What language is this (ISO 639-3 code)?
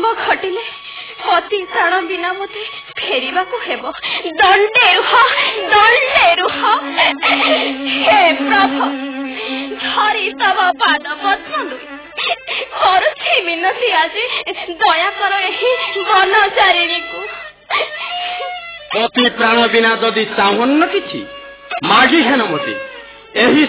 ori